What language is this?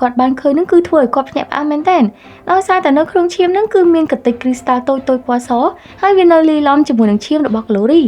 Khmer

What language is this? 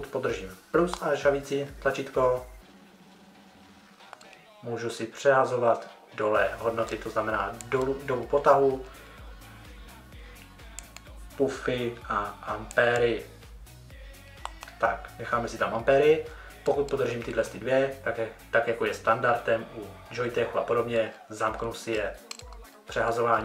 Czech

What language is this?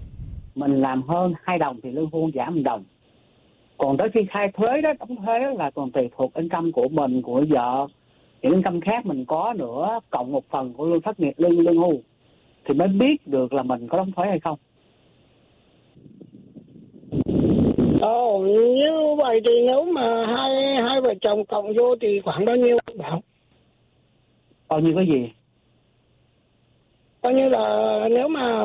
Vietnamese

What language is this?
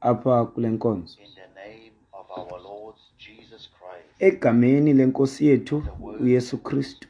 Xhosa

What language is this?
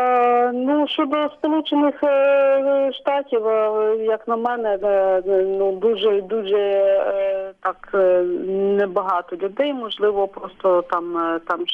Ukrainian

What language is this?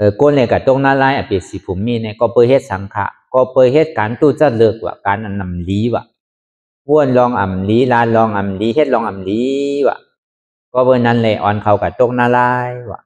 Shan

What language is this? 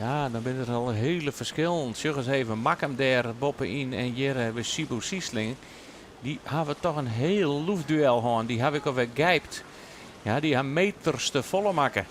Western Frisian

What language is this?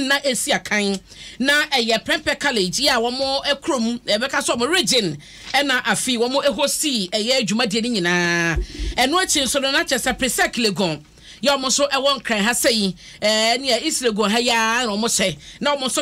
Akan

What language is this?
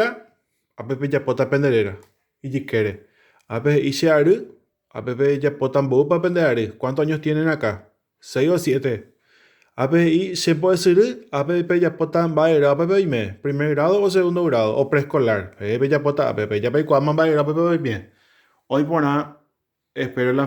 Guarani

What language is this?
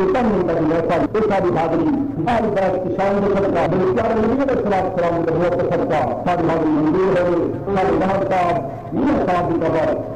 Saraiki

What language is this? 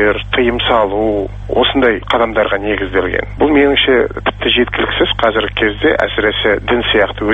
Kazakh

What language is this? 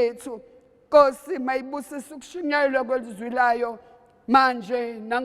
Zulu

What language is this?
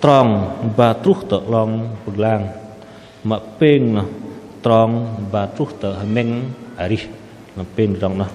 Bahnar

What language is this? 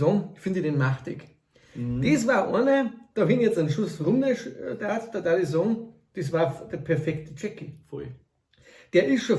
Bavarian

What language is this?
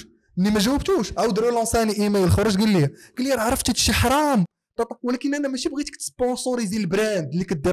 Moroccan Arabic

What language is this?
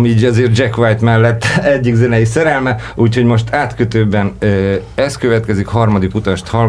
Hungarian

